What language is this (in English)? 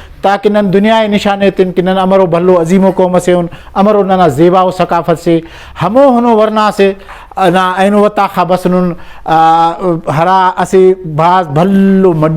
Brahui